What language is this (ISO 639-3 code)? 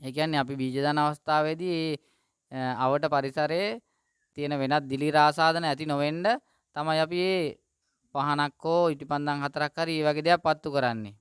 sin